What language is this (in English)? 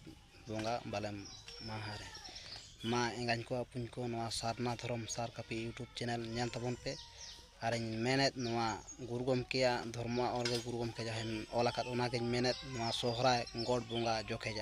Santali